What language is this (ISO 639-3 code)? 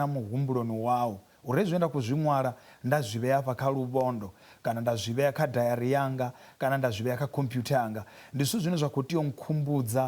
ven